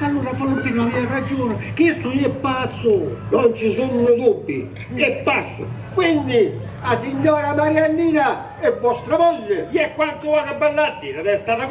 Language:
Sicilian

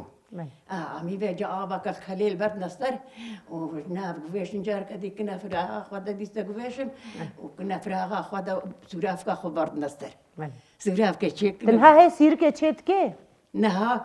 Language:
Kurdish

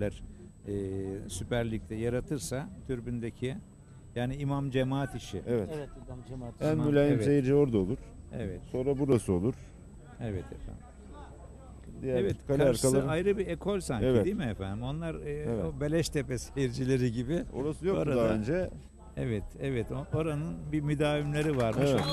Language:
Turkish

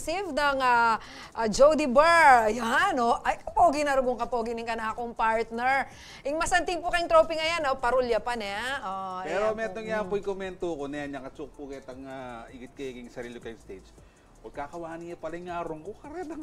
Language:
Pampanga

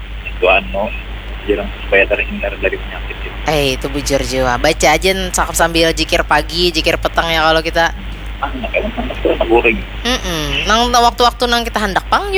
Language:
Banjar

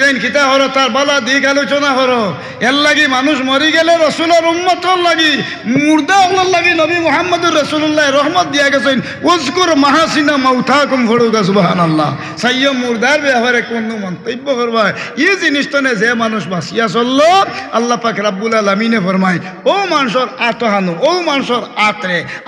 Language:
Sylheti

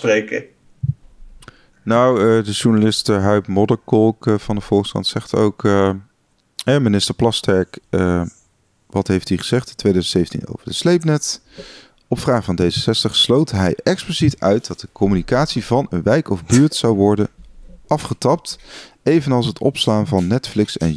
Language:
Dutch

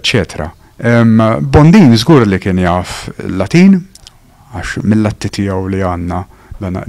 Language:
Maltese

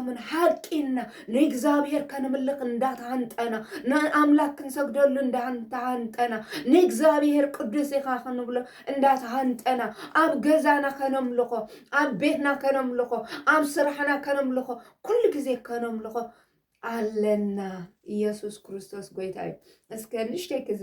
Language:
Tigrinya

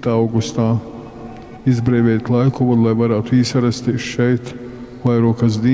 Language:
Latgalian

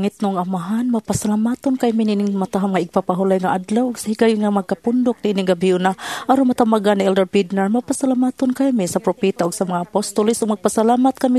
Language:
Cebuano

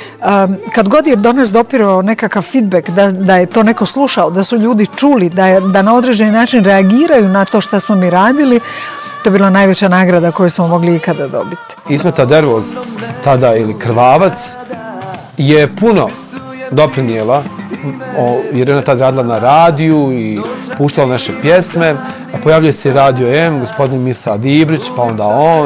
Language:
Bosnian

